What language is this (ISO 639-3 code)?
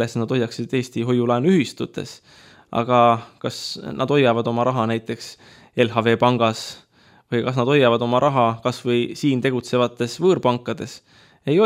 est